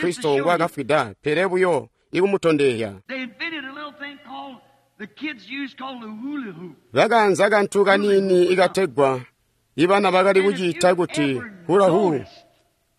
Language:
Tonga (Zambia)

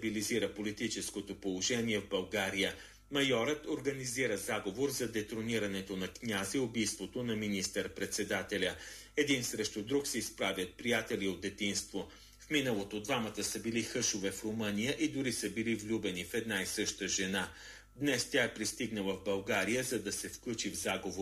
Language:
Bulgarian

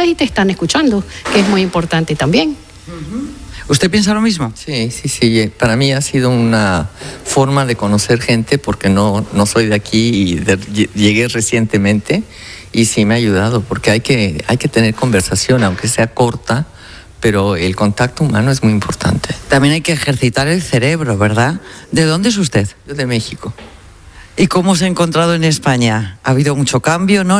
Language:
Spanish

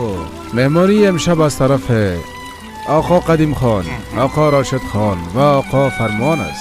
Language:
Persian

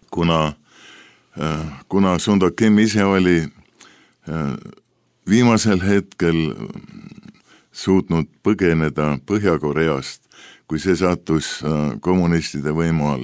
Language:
Estonian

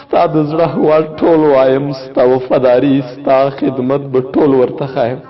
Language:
Pashto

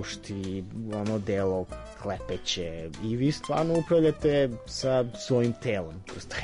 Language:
Serbian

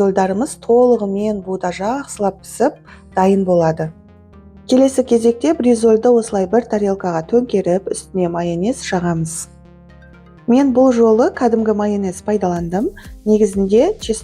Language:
Kazakh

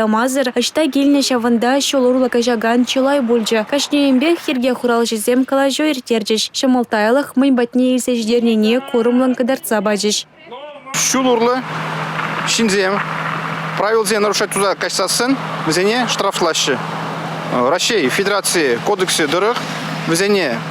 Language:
Chuvash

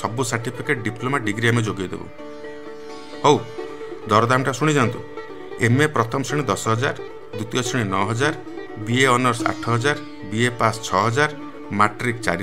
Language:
Odia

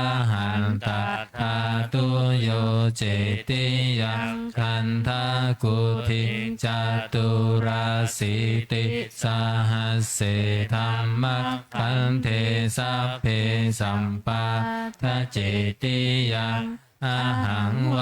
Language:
Pali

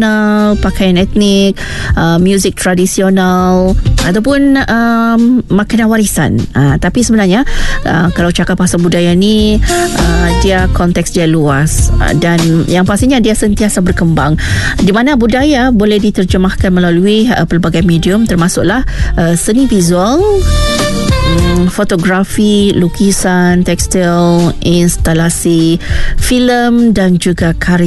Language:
Malay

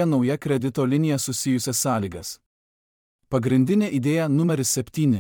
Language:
Lithuanian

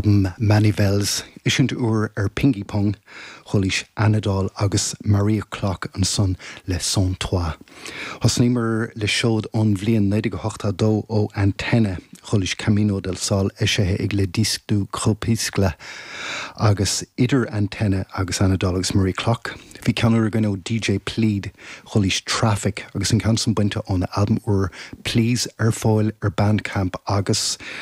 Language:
Irish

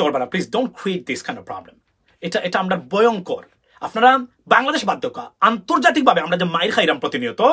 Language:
Sylheti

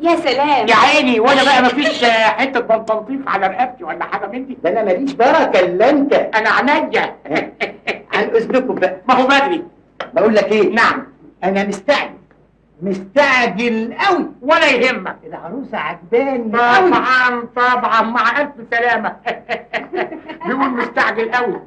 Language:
Egyptian Arabic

